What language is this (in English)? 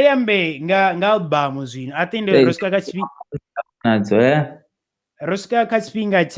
Venda